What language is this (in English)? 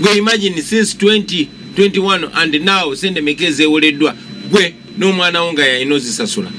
Ganda